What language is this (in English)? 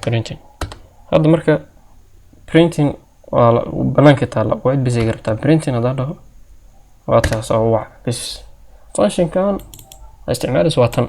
Somali